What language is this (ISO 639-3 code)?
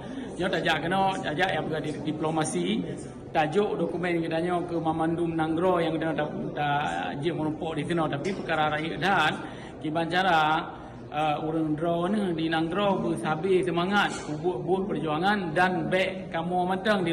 ace